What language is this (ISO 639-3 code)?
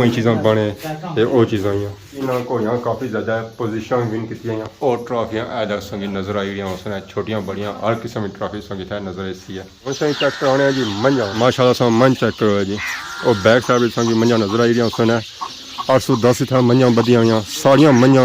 phr